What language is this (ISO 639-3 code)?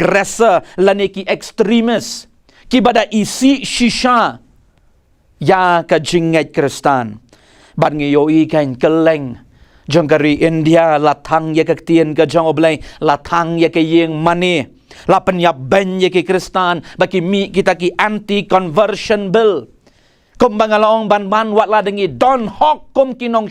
kha